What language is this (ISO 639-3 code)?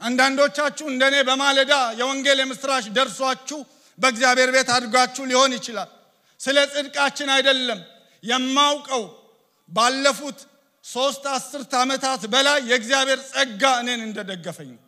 amh